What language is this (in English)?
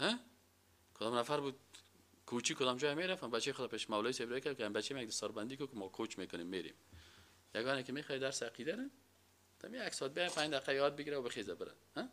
Persian